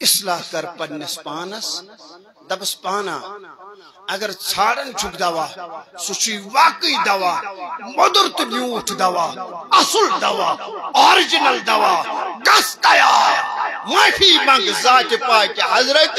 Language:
Kashmiri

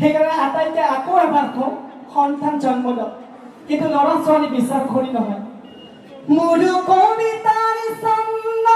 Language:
Assamese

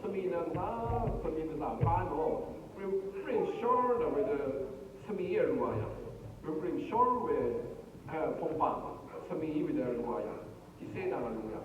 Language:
Rawang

